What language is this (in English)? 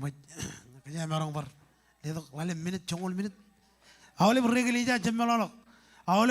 Marshallese